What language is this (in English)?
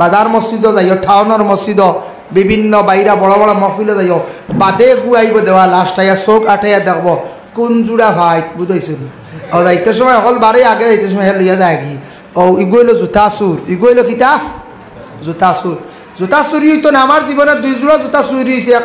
Sylheti